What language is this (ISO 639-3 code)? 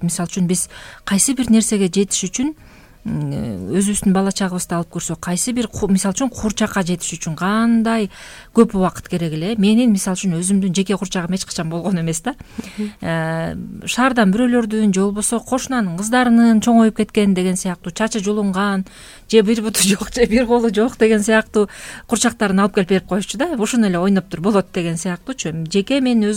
kir